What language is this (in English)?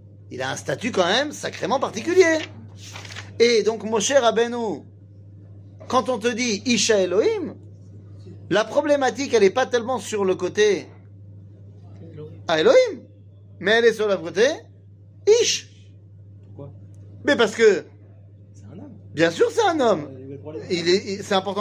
French